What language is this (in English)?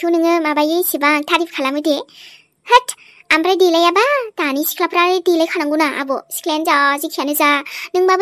Bodo